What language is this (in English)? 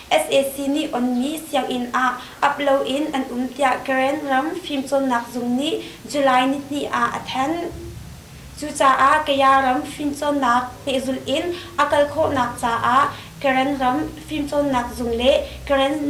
Hakha Chin